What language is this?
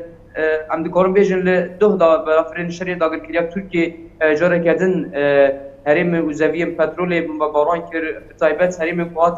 Kurdish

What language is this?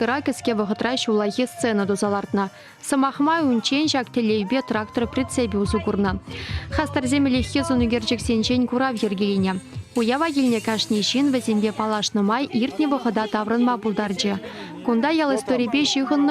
Chuvash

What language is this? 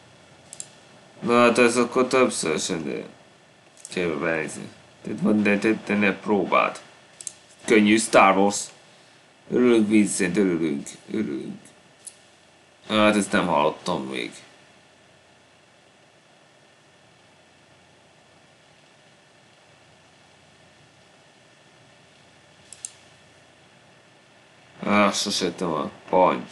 Hungarian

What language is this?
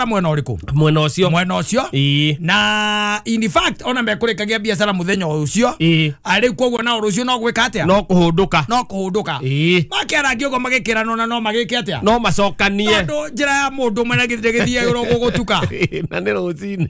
Kikuyu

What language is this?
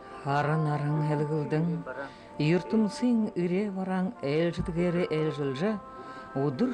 Buriat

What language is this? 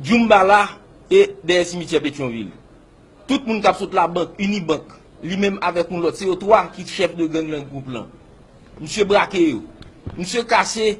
Haitian Creole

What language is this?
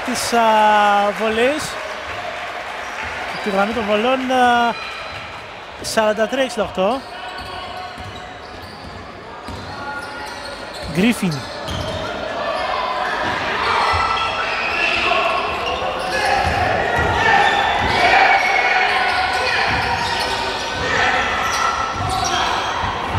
Greek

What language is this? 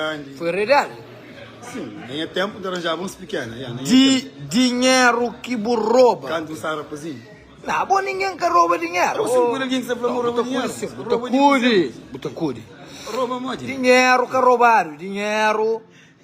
Kabuverdianu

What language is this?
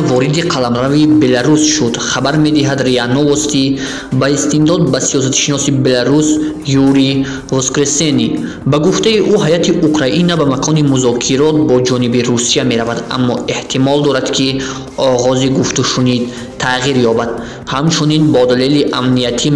Tajik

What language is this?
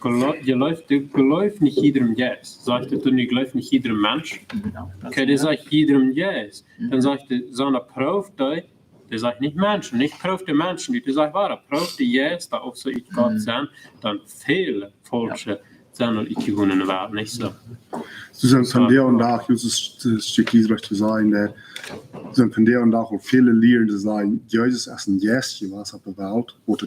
Plautdietsch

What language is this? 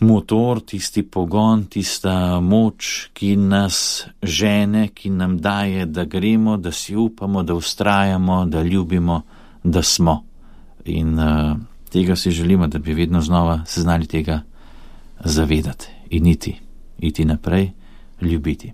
Slovenian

